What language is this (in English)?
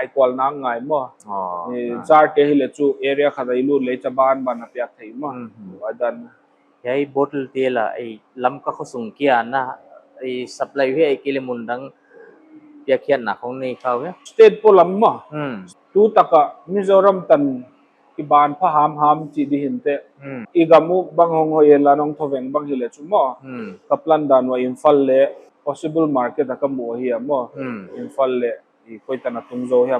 Paite Chin